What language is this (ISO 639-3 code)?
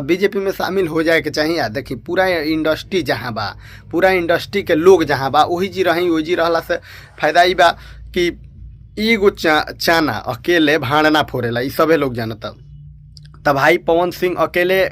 bho